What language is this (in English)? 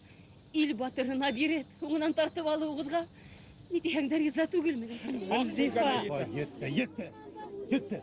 Bashkir